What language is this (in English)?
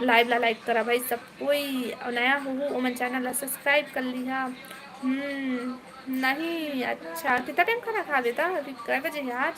Chhattisgarhi